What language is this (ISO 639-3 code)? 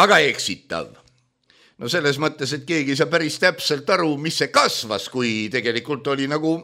est